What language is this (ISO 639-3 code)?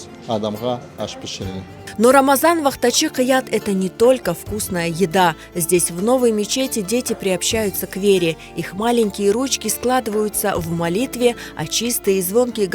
crh